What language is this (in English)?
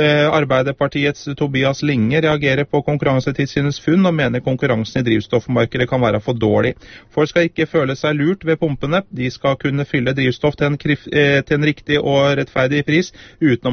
Norwegian